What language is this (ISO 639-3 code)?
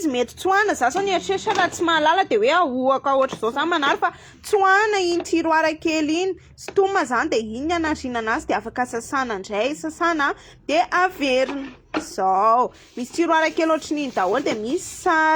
mlg